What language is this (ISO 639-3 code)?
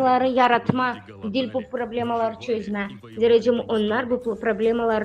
gag